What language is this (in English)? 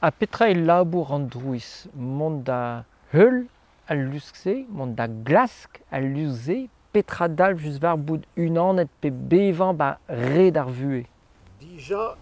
Breton